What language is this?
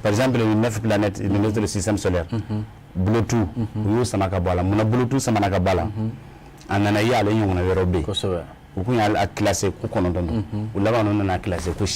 Bambara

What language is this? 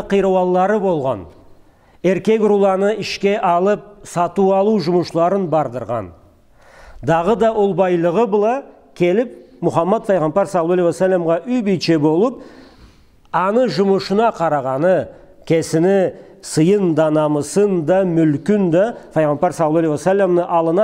Karachay-Balkar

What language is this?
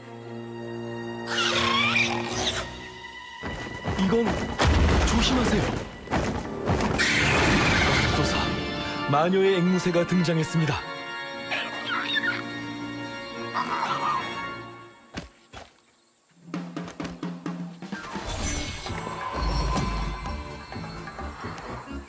Korean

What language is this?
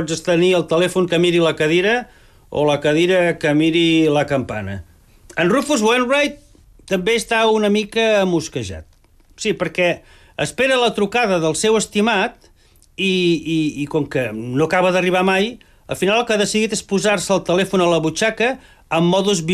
Catalan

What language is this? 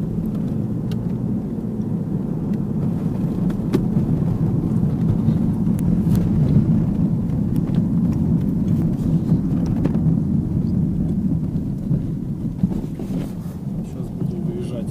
Russian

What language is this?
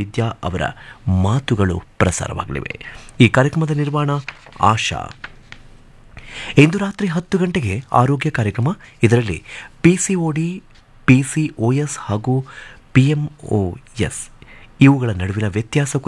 Kannada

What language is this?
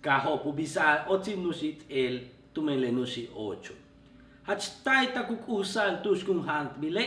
Yucateco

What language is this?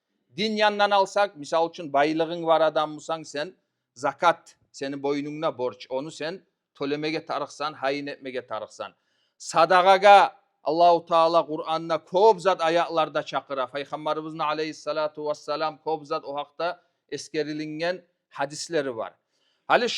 Kumyk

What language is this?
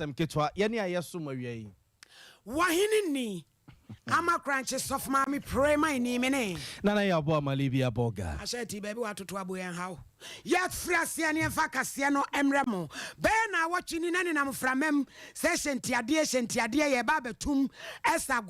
Akan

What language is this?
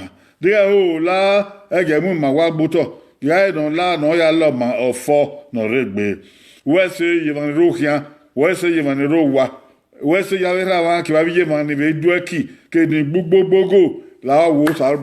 Bini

